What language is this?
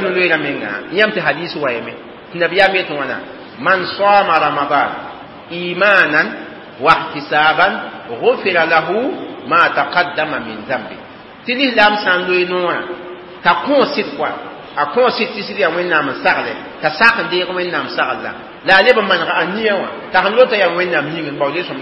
Mossi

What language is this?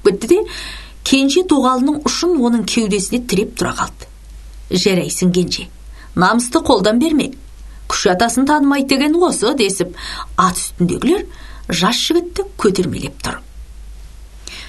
Kazakh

